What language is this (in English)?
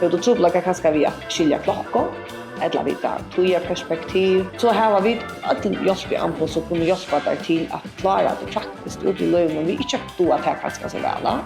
Faroese